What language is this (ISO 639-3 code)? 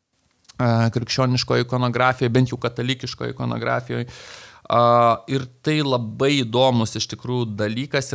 lit